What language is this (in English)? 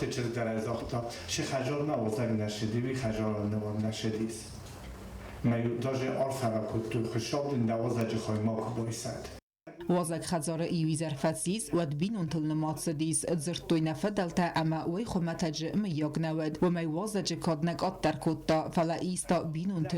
Ossetic